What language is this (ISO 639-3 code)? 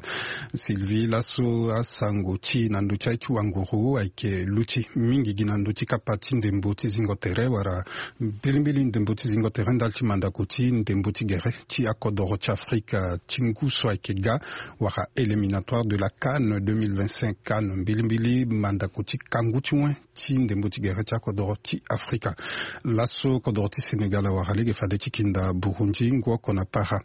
sag